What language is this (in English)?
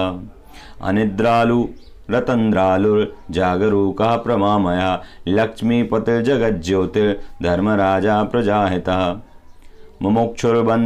Sanskrit